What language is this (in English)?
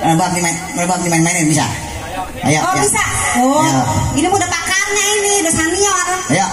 Betawi